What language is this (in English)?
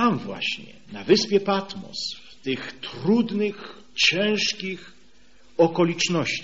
Polish